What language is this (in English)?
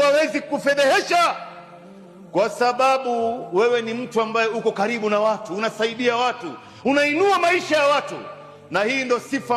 Swahili